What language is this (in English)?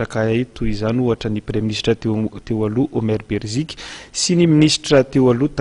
Malagasy